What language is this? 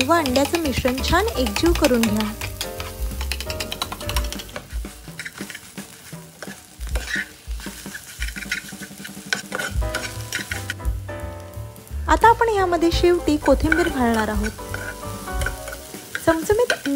Marathi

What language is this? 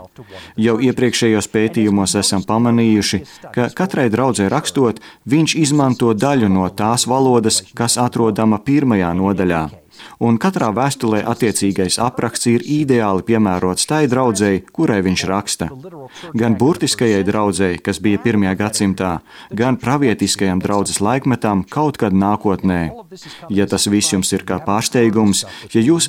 Latvian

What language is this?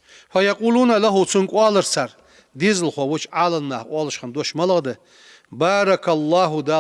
Ingush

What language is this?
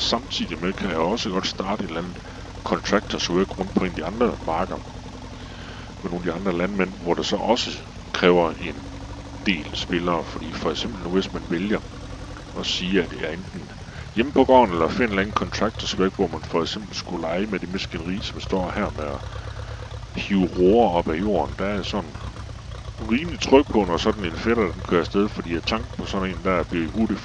Danish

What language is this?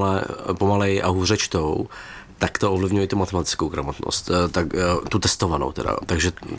Czech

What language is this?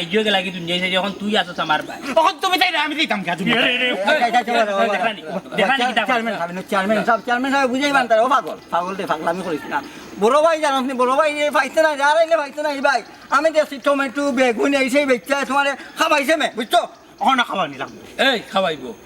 Sylheti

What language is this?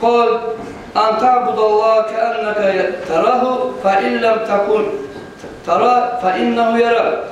Kumyk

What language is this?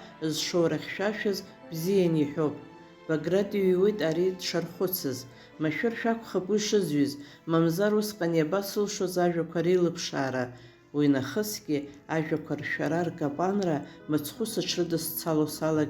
Abkhazian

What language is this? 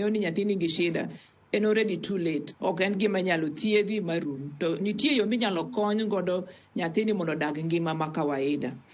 Luo (Kenya and Tanzania)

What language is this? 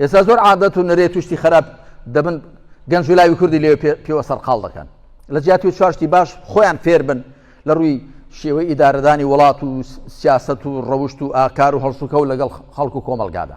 Central Kurdish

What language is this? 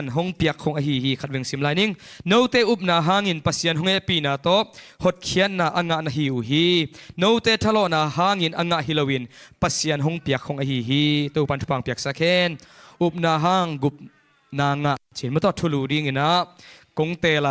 Tedim Chin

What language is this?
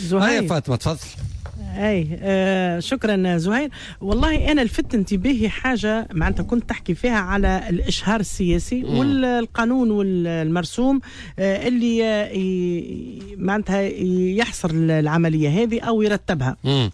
Tunisian Arabic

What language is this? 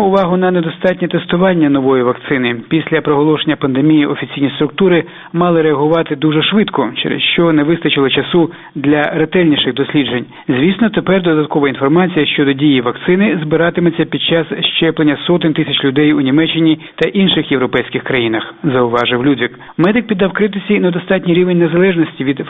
Ukrainian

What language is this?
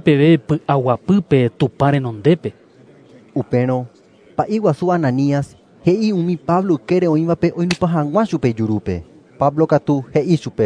Guarani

